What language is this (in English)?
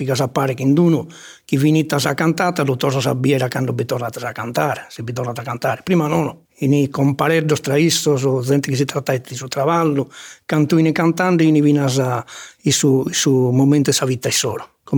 Sardinian